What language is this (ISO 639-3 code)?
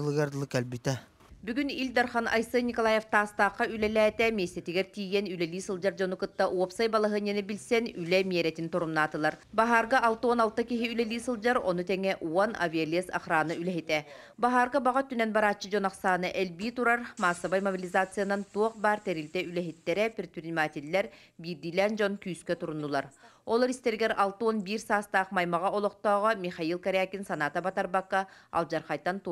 sah